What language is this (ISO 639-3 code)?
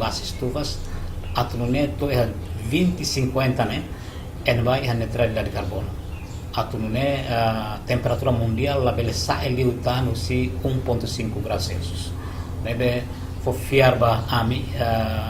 tet